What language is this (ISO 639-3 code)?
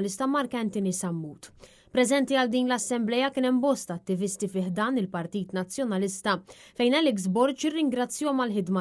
mlt